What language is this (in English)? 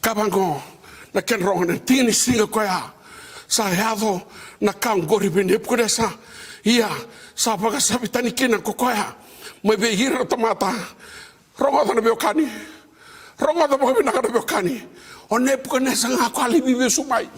Fijian